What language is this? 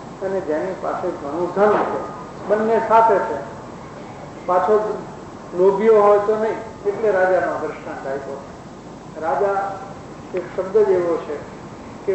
Gujarati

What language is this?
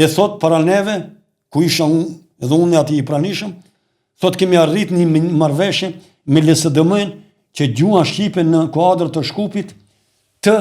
Albanian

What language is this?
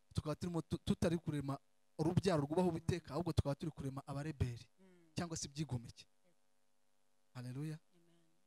Kinyarwanda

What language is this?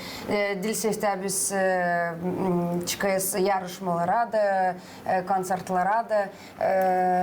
Gagauz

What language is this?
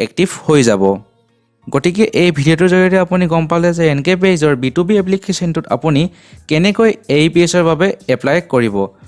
Assamese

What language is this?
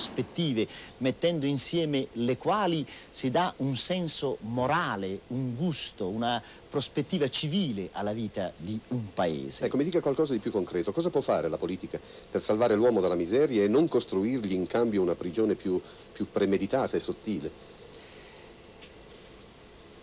Italian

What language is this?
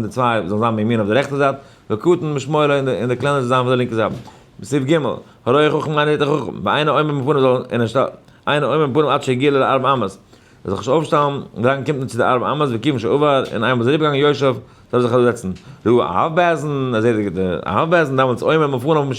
Yiddish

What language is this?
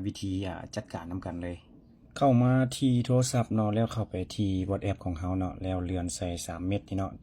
Lao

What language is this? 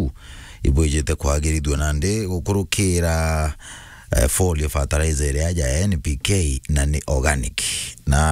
Meru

